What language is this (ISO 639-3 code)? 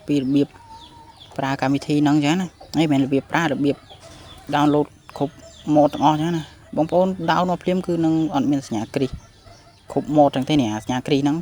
khm